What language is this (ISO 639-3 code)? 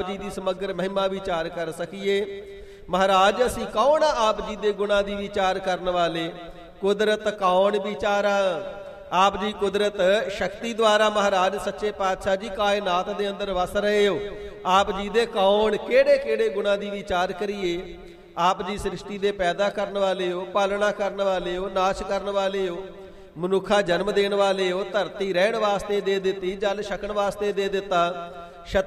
pan